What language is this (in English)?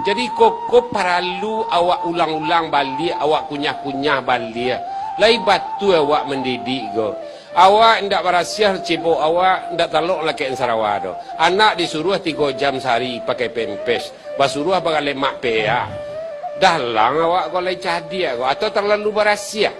Minangkabau